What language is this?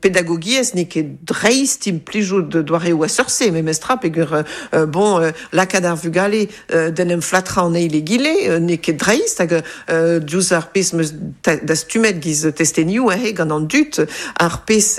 Breton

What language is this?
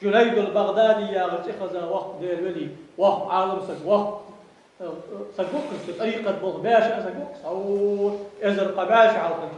Ingush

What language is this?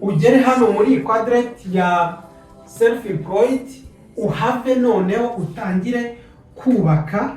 Kinyarwanda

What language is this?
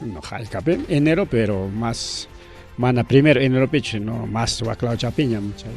Ayacucho Quechua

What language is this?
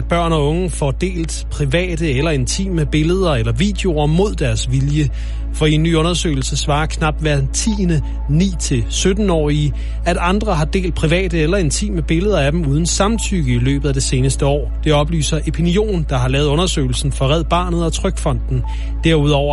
Danish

